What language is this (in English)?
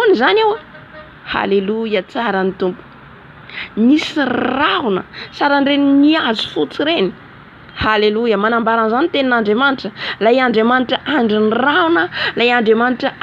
Malagasy